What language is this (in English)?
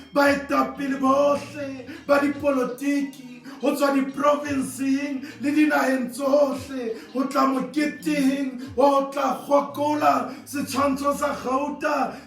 Southern Sotho